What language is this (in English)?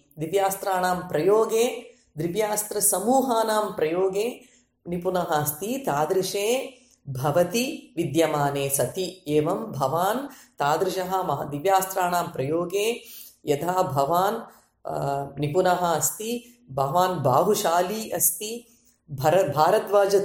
Sanskrit